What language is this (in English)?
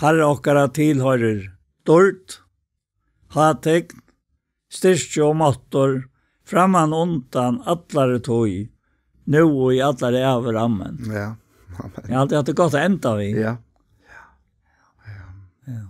Faroese